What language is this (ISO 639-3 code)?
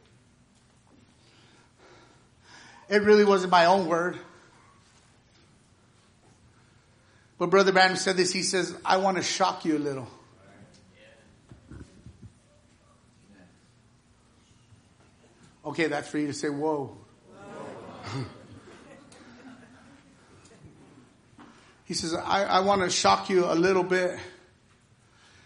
eng